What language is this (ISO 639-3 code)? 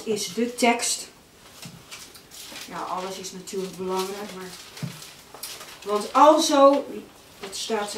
nld